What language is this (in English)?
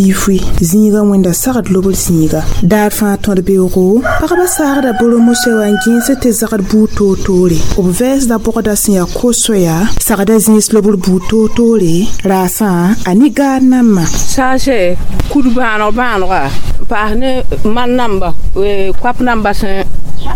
Mossi